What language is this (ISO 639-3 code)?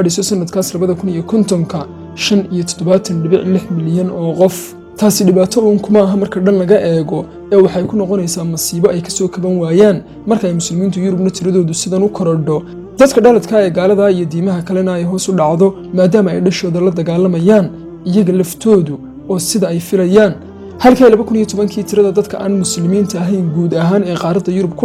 som